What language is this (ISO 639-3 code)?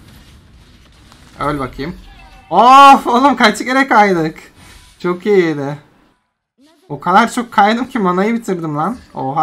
tur